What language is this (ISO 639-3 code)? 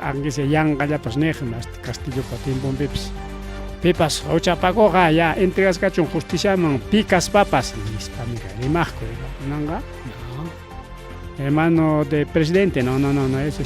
quy